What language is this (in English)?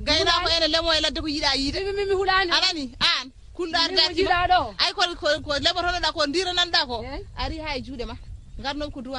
Fula